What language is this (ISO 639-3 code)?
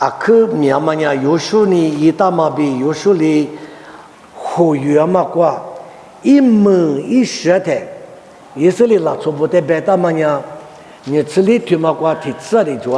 lis